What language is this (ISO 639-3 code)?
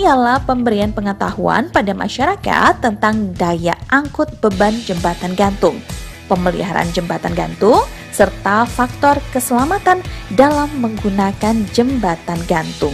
ind